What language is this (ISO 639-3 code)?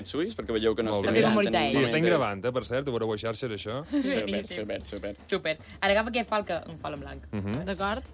cat